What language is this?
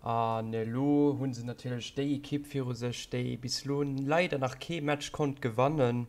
Luxembourgish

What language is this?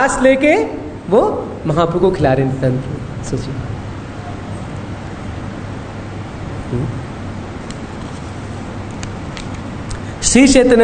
Hindi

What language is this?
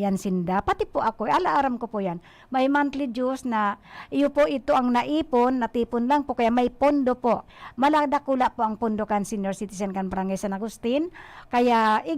Bikol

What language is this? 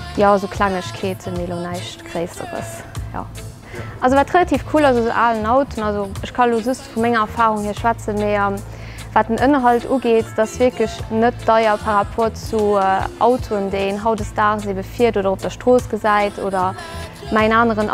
Luxembourgish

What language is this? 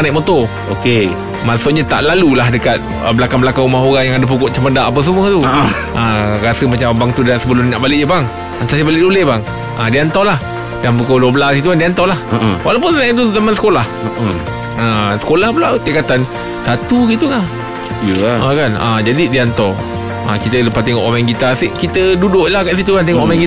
Malay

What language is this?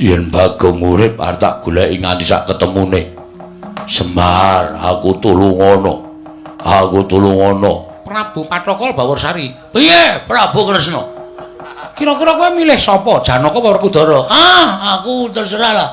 Javanese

